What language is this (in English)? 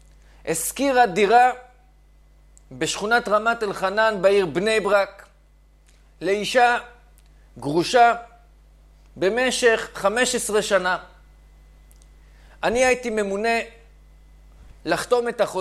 Hebrew